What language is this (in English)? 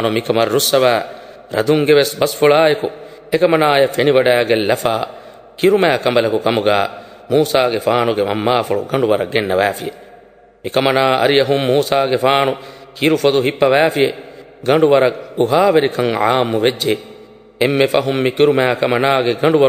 Divehi